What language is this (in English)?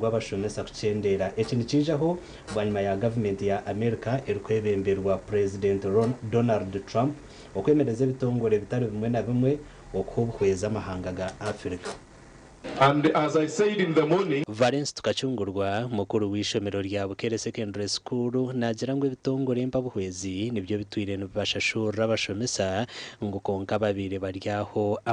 Nyankole